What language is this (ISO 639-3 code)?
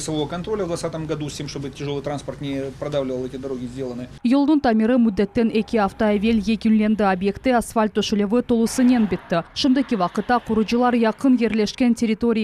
crh